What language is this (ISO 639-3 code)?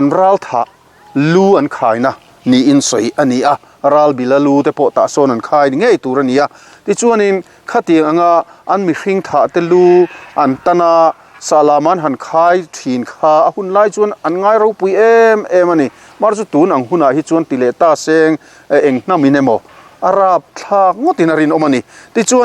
lus